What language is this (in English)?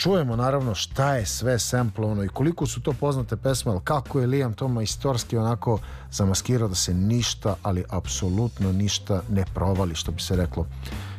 Serbian